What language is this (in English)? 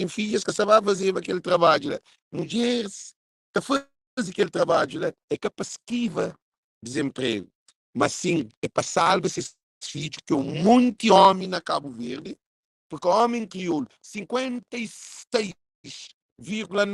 Kabuverdianu